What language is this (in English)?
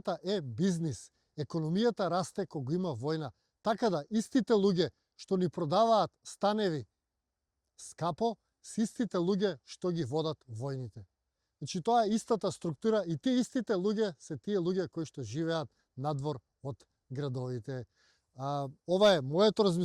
Macedonian